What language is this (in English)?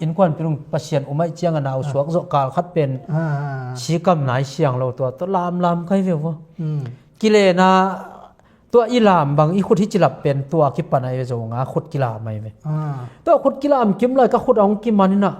Tedim Chin